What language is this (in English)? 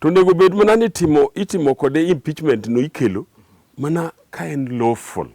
Luo (Kenya and Tanzania)